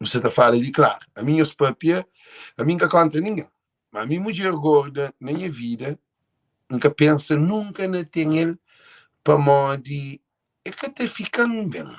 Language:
Kabuverdianu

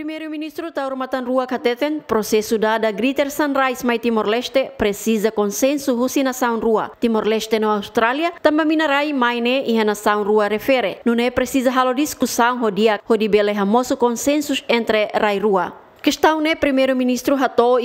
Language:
Tetum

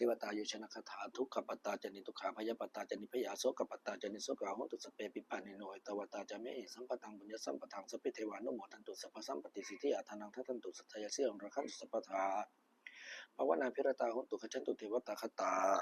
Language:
Pali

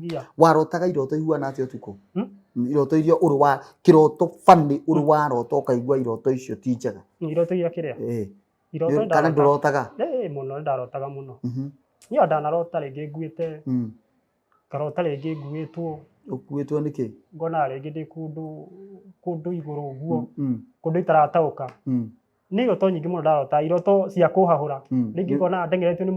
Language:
Kikuyu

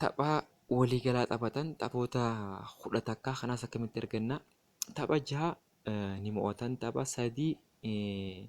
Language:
Oromo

